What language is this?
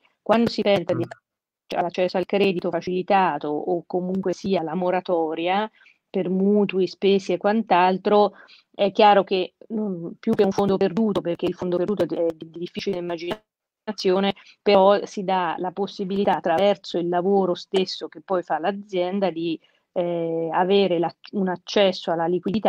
Italian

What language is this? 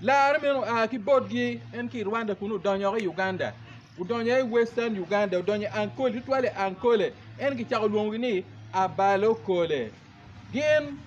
Acoli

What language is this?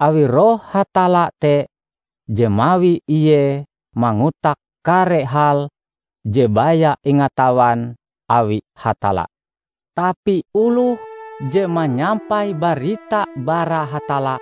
Ngaju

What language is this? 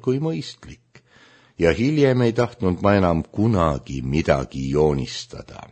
Estonian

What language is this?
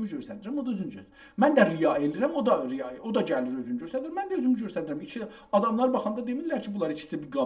South Azerbaijani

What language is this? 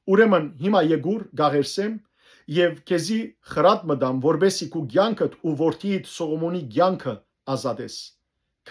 Western Armenian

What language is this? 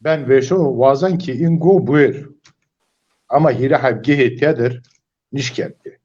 Zaza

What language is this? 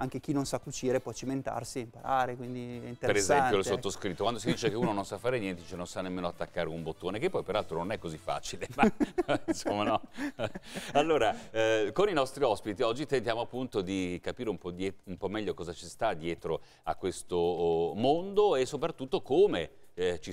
Italian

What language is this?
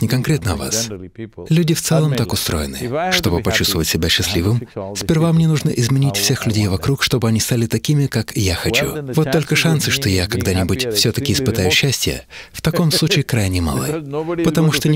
Russian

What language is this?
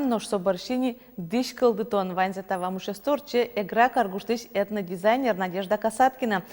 Udmurt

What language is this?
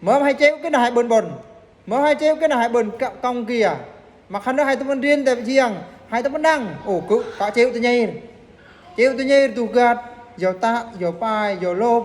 Eastern Bru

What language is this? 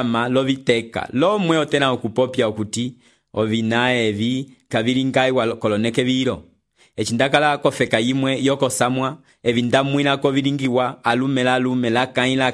Umbundu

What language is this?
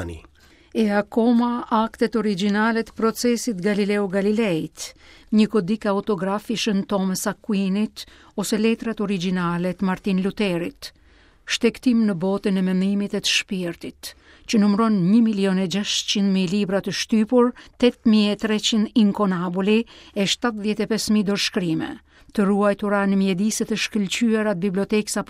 Albanian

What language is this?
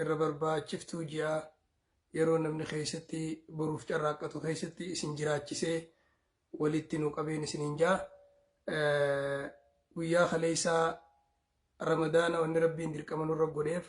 Oromo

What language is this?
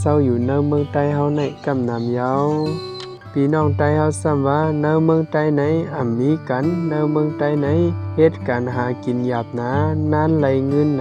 Shan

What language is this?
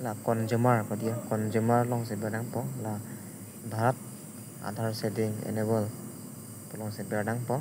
Karbi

